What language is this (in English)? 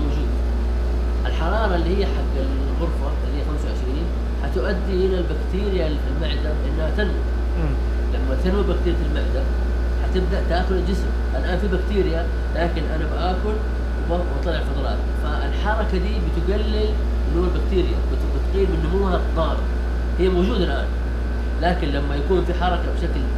Najdi Arabic